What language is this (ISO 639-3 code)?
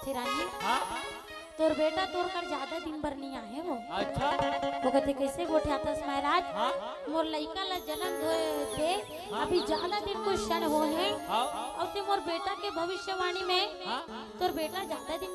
hne